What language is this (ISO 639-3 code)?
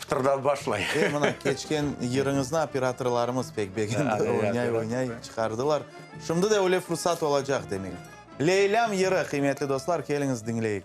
crh